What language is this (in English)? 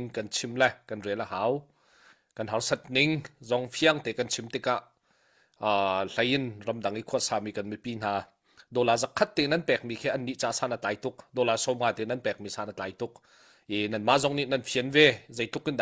Hakha Chin